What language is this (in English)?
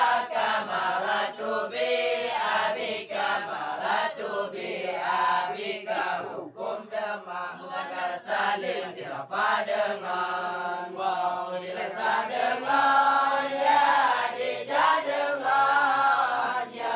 Achinese